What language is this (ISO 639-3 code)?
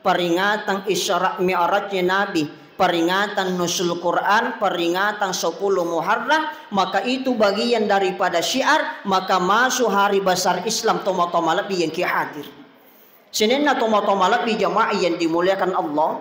bug